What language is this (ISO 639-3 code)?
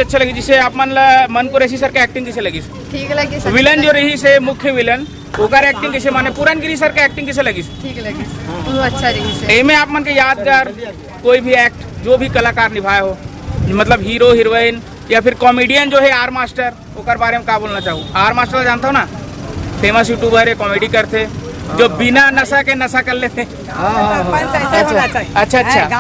hne